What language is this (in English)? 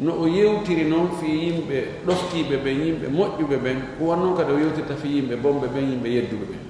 Fula